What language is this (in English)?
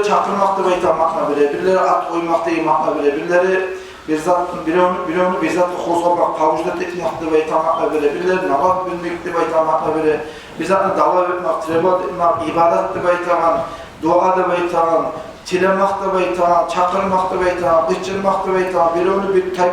Kumyk